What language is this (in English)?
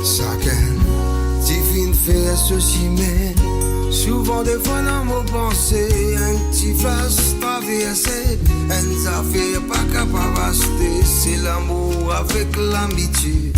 Morisyen